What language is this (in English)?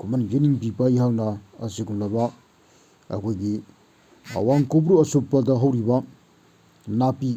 Manipuri